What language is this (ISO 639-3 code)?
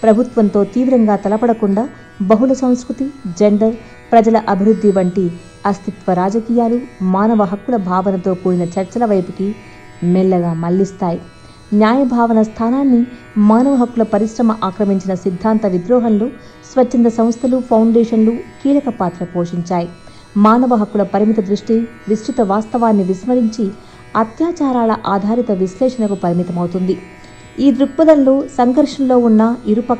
tel